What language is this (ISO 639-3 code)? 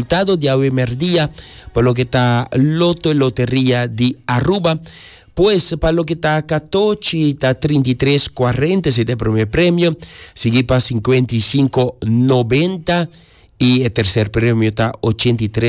pap